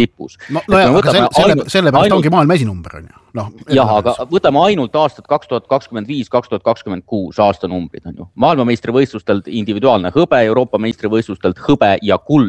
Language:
Estonian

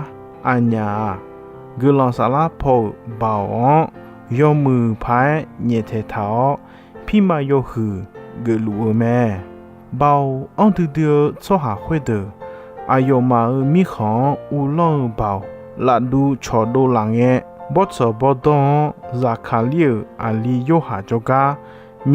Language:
Akha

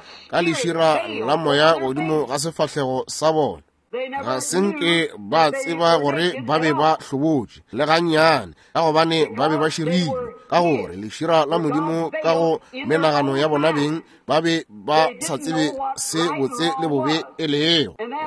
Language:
Northern Sotho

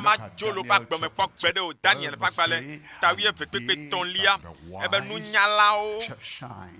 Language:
Ewe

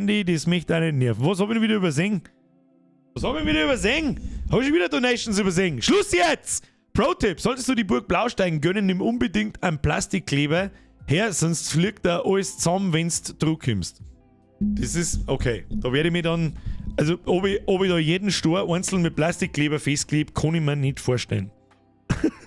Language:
Bavarian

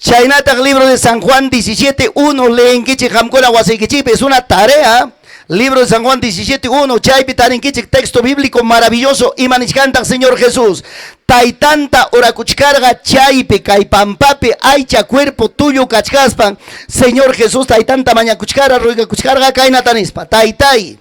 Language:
Ayacucho Quechua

